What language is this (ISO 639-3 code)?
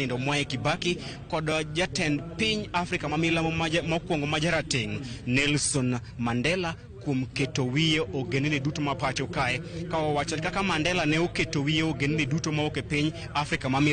luo